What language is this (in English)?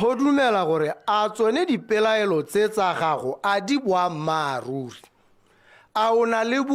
Tswana